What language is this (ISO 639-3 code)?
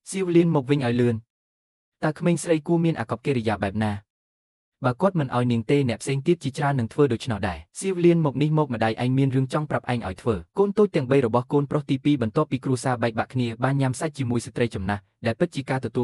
khm